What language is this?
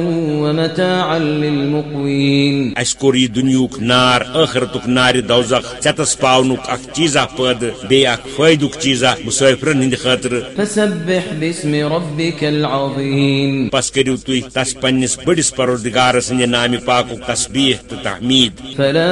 Kashmiri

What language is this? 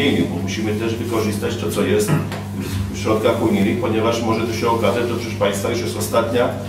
Polish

